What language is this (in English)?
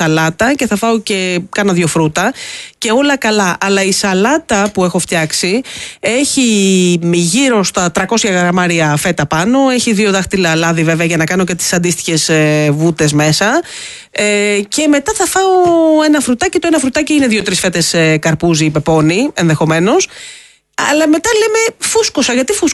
Greek